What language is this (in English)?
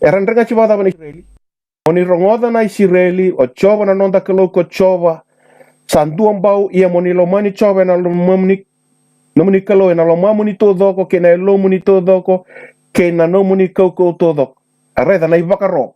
Fijian